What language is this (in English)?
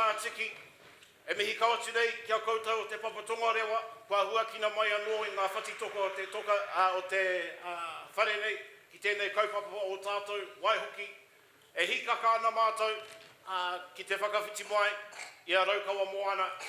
Māori